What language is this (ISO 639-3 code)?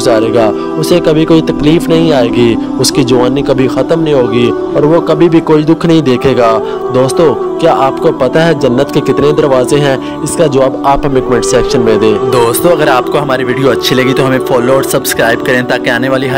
hin